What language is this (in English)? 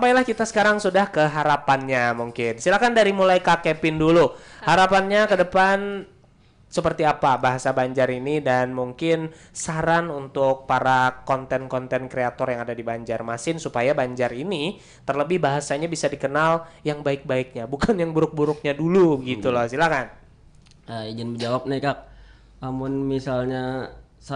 Banjar